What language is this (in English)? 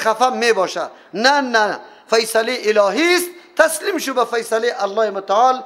Persian